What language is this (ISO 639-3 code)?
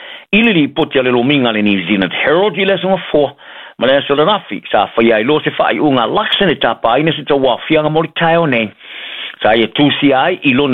smo